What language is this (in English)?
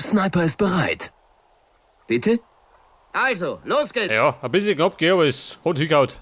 Bavarian